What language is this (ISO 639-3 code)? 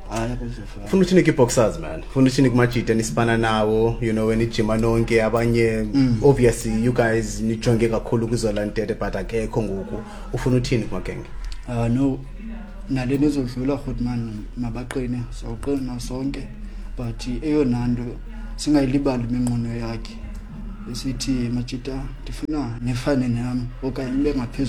xho